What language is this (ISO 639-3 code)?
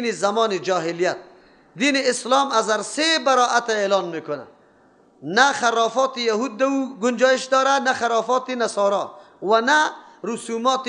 fas